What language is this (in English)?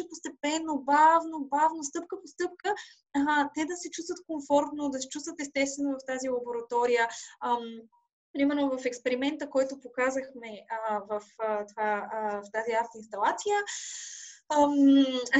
Bulgarian